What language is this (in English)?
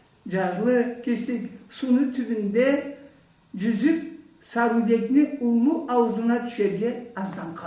Karachay-Balkar